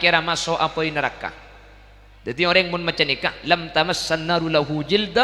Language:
Madurese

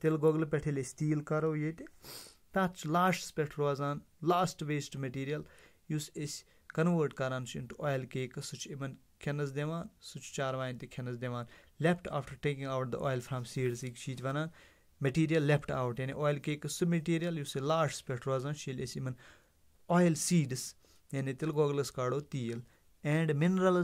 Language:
Kashmiri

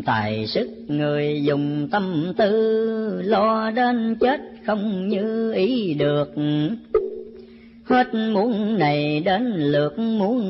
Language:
Vietnamese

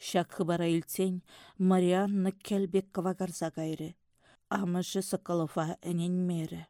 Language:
Chuvash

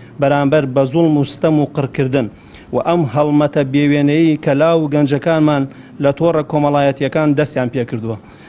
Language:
Central Kurdish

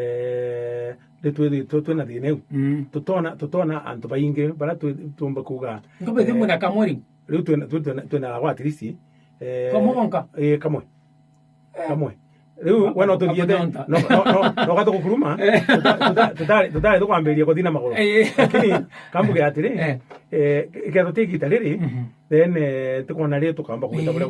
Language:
Meru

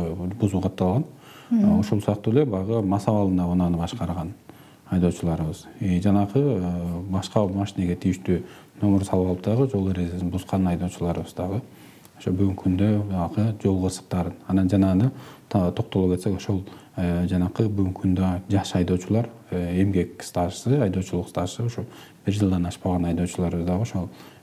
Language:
Kyrgyz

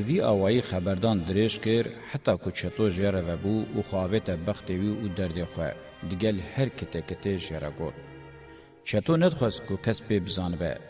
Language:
Kurdish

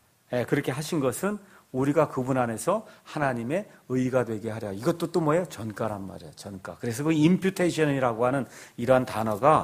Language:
Korean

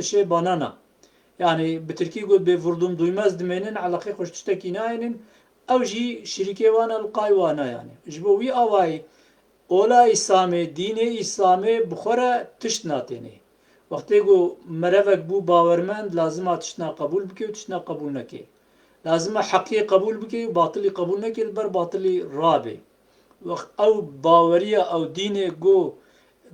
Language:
Kurdish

